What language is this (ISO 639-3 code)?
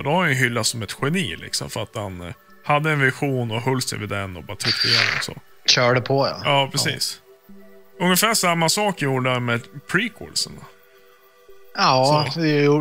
swe